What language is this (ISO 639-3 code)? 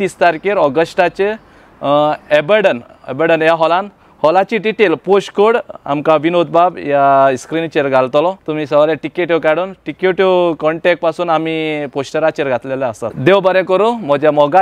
kok